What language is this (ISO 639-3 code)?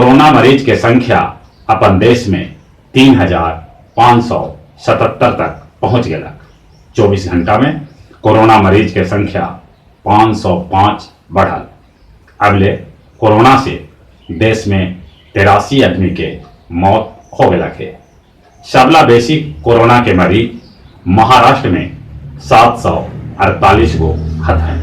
mag